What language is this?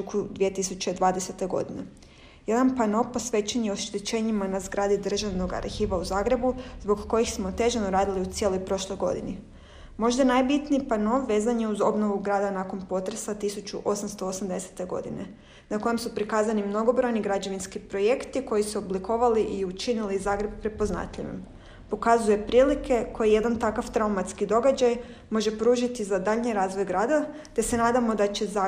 Croatian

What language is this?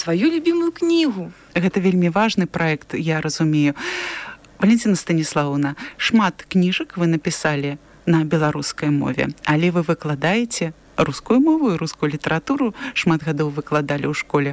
Belarusian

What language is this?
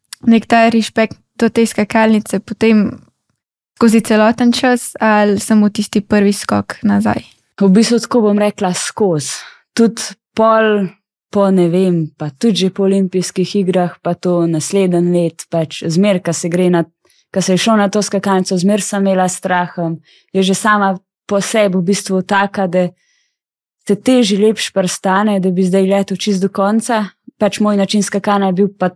Slovenian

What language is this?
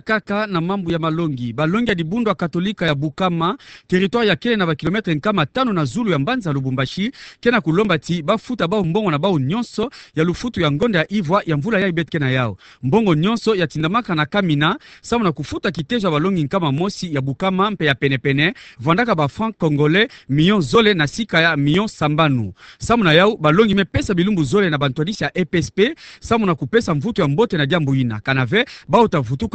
Kituba (Democratic Republic of Congo)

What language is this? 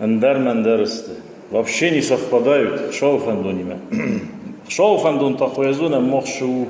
Ossetic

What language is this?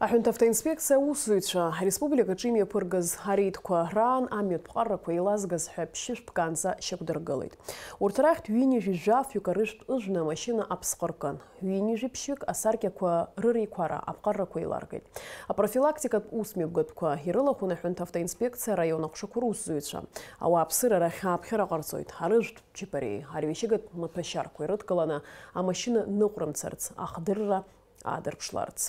Abkhazian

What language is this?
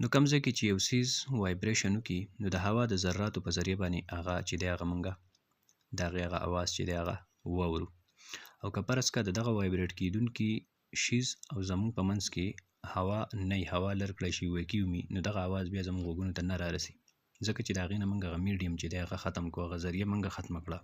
Pashto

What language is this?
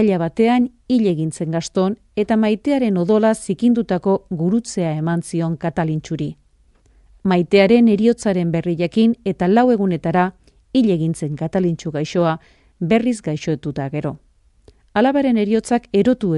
Basque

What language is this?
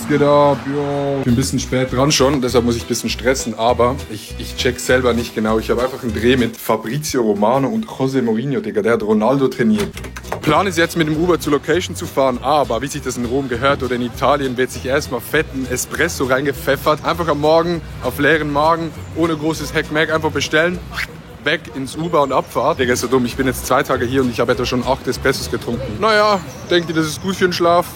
Swiss German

